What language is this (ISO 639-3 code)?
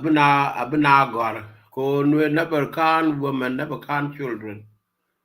nus